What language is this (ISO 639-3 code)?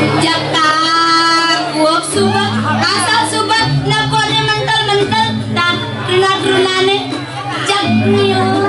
ban